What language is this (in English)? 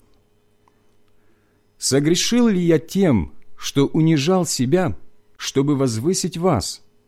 Russian